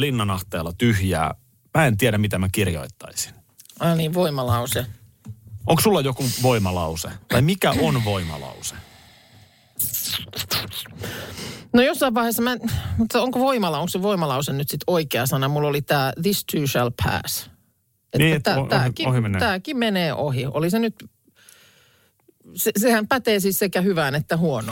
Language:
Finnish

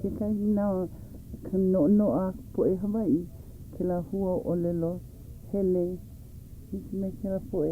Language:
Hawaiian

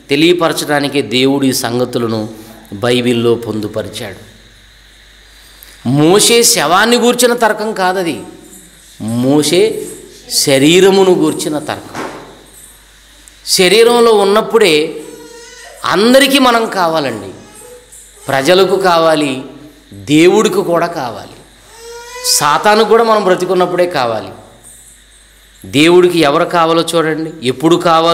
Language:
Telugu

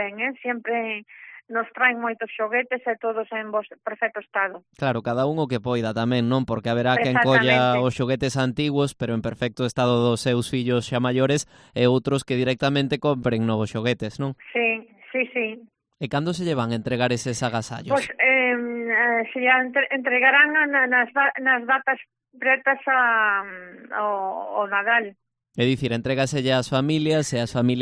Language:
Galician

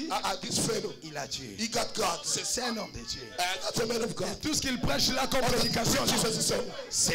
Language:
French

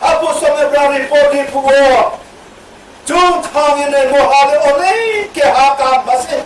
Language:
Riang (India)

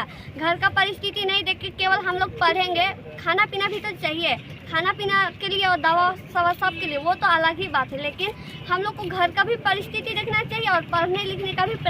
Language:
Sadri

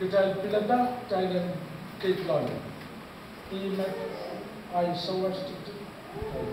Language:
Pohnpeian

